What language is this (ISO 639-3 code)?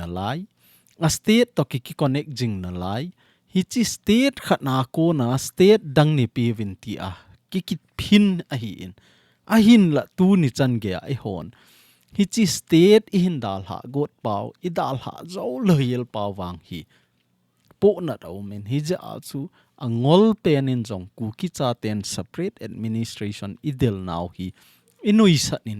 tcz